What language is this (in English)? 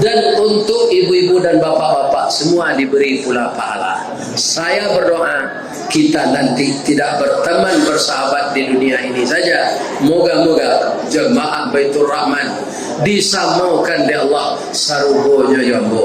Minangkabau